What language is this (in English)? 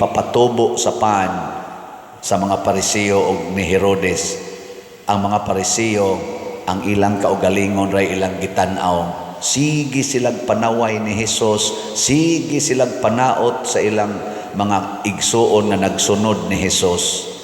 Cebuano